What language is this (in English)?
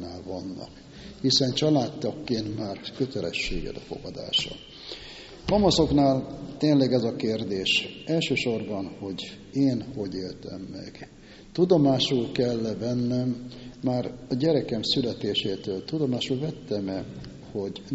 Hungarian